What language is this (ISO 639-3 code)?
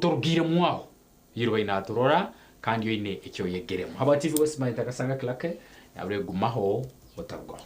nyn